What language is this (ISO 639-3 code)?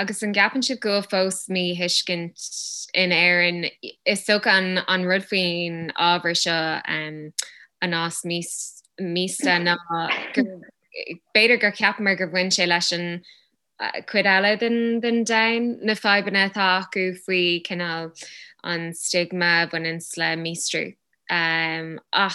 gle